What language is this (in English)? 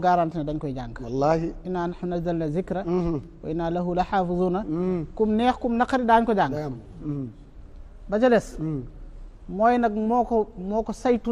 Wolof